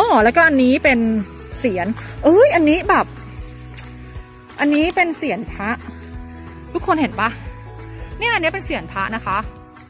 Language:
Thai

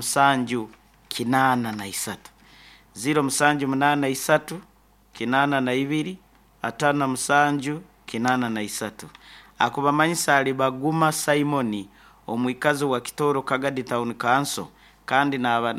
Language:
Nyankole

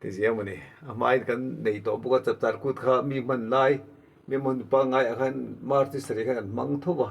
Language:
Mizo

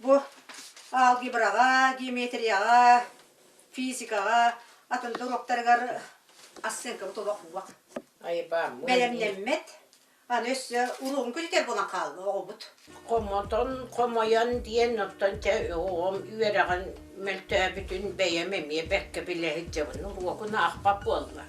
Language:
Yakut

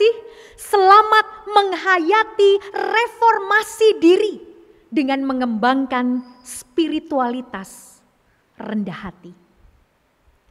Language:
Indonesian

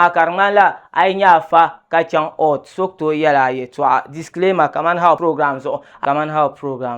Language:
Dagbani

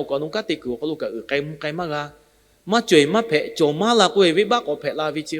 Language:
Lahu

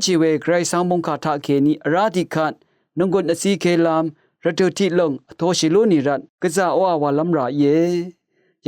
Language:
Rawang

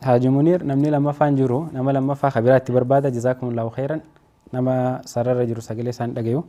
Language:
Oromo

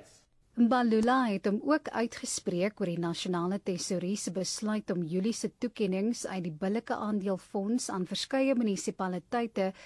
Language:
Afrikaans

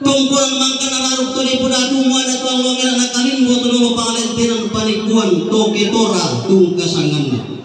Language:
Toraja-Sa'dan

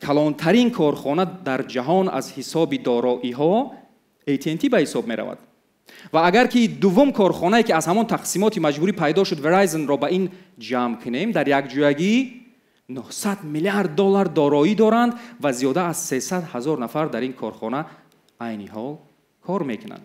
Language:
Tajik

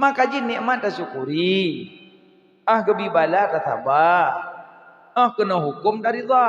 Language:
Achinese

